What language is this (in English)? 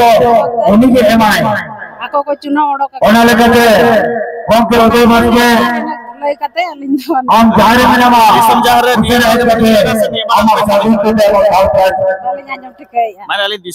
Santali